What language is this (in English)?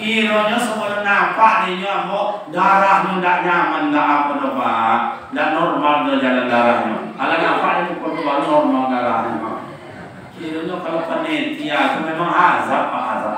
Minangkabau